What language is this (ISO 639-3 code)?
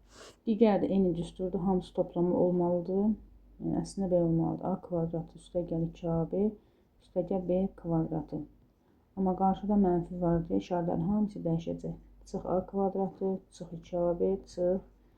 aze